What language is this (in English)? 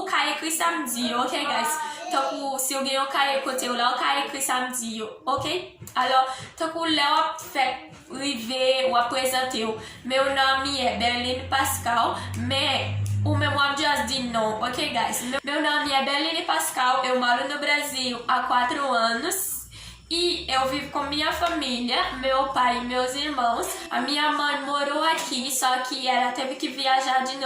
Haitian Creole